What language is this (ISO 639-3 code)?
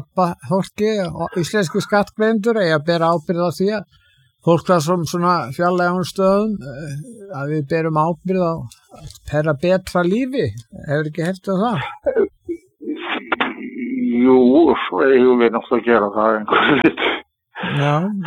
isl